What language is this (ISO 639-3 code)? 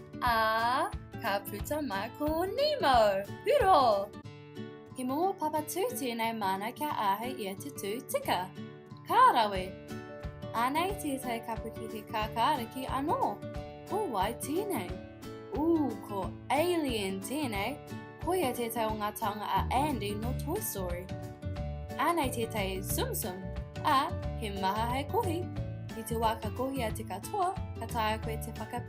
mri